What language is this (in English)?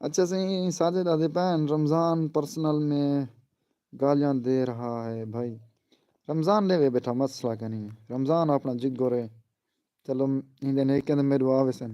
Saraiki